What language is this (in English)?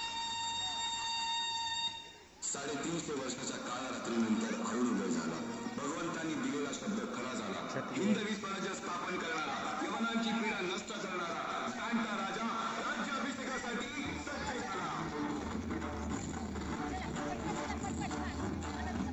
Marathi